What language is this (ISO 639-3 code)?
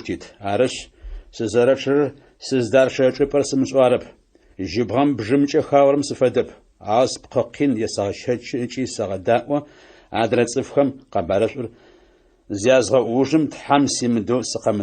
ady